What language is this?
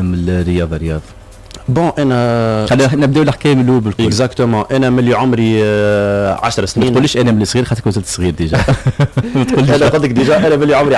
Tunisian Arabic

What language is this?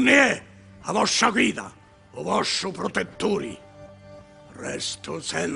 Sicilian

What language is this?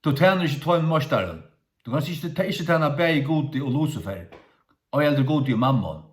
Faroese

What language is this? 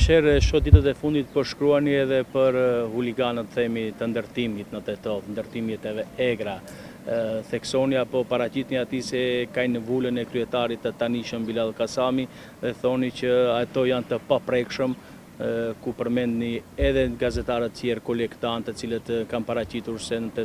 Albanian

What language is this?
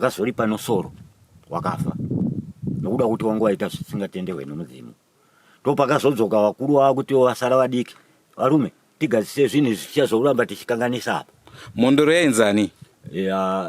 Shona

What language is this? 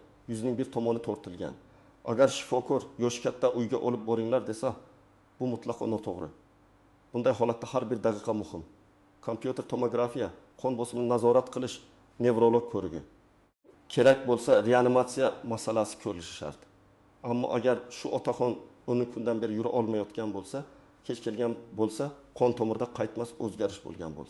Uzbek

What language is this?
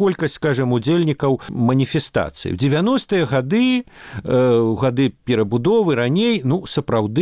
Belarusian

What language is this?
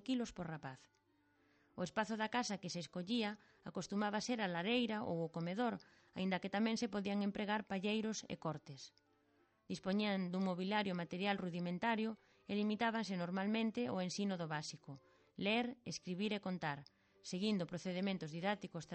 Galician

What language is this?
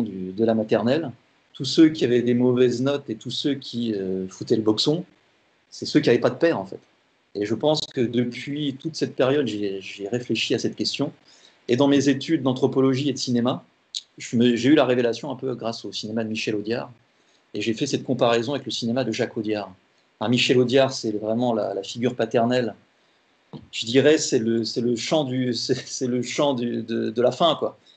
French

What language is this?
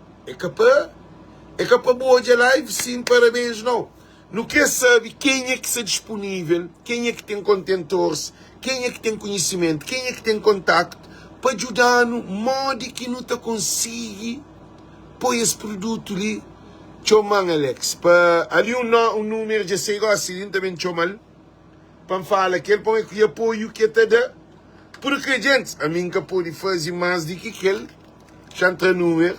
Kabuverdianu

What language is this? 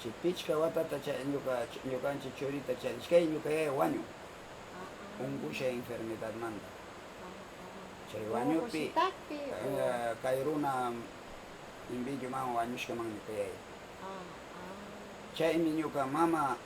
Northern Pastaza Quichua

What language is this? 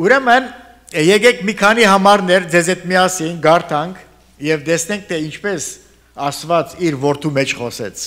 Armenian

